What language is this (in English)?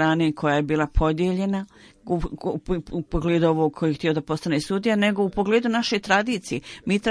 Bosnian